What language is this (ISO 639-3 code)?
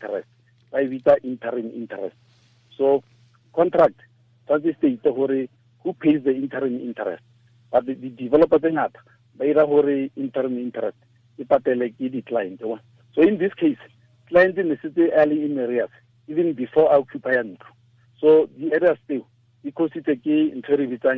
tsn